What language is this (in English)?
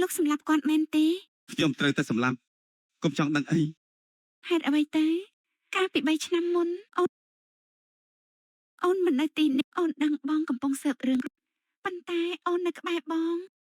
Khmer